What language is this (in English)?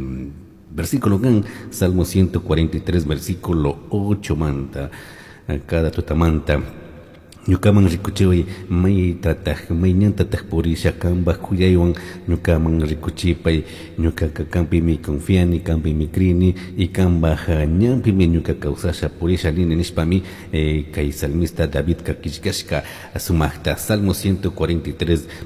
Chimborazo Highland Quichua